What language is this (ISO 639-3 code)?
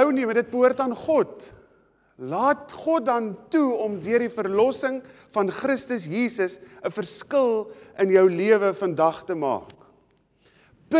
afr